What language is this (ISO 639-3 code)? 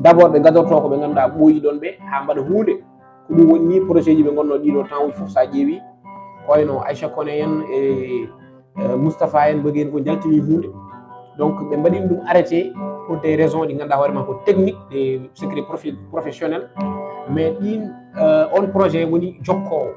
ful